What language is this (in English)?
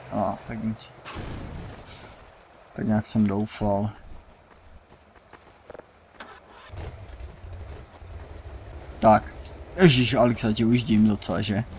Czech